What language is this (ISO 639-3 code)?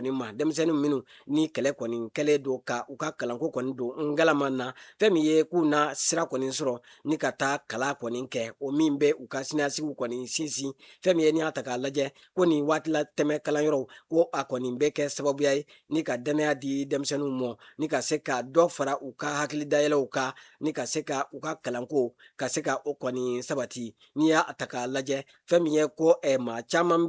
bam